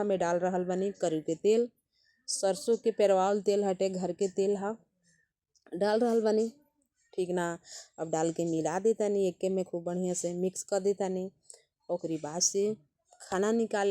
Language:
Bhojpuri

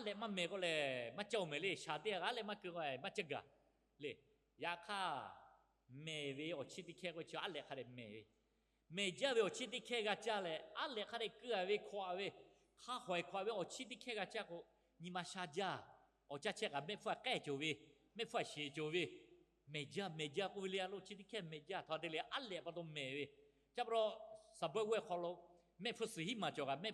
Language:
Lahu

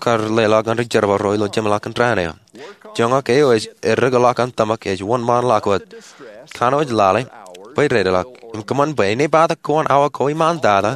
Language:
Marshallese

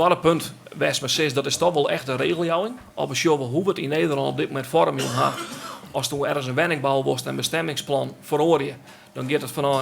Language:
Western Frisian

